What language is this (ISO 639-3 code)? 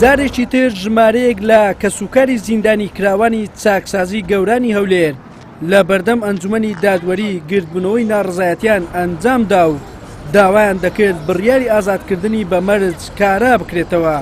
ckb